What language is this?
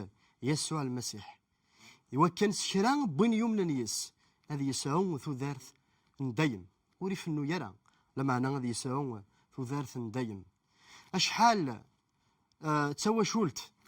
Kabyle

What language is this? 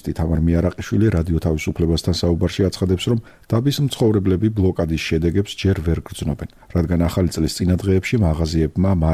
Georgian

